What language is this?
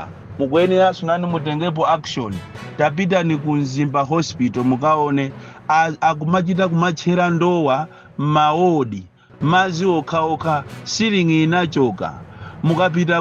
Nyanja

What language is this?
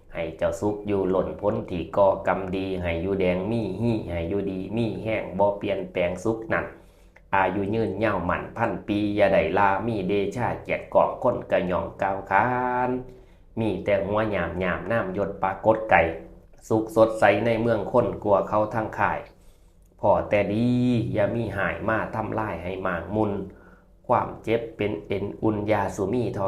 Northeastern Thai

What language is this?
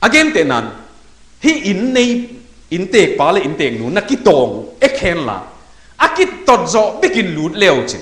Tedim Chin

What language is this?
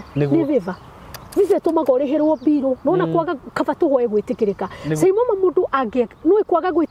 Kikuyu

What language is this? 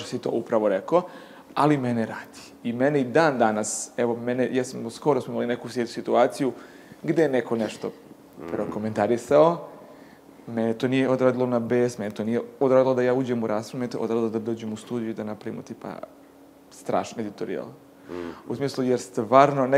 Serbian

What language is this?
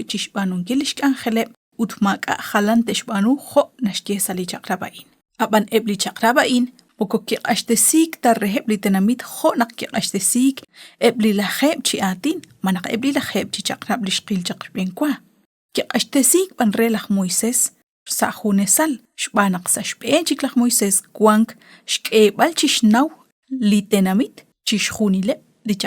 Kekchí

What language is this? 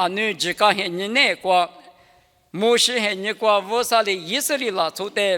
Lisu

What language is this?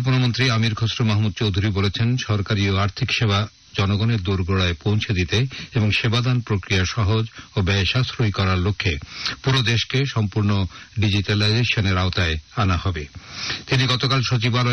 Bangla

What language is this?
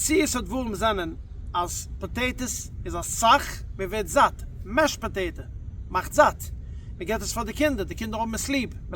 Yiddish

